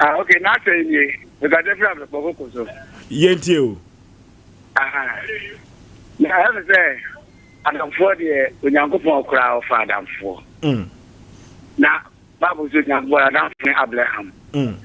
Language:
Akan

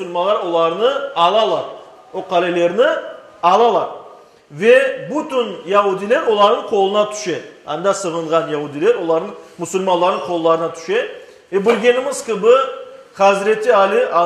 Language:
Crimean Tatar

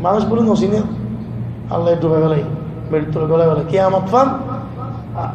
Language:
Rohingya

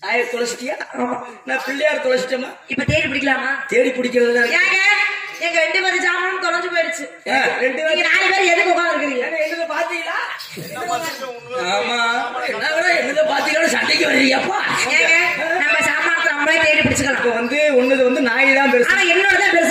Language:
Tamil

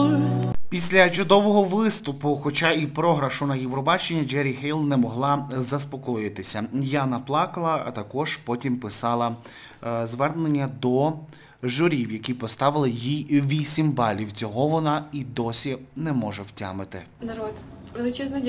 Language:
Ukrainian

